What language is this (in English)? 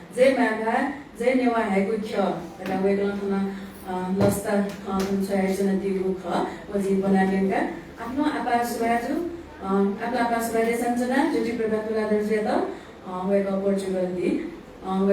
Newari